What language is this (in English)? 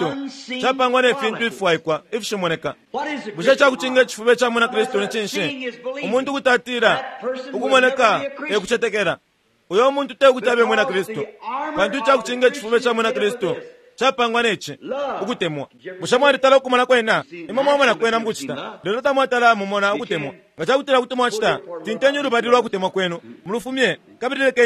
Bemba